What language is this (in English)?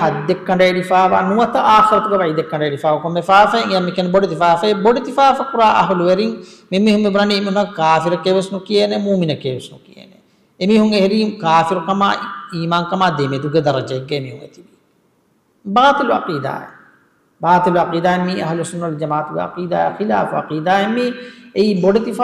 Divehi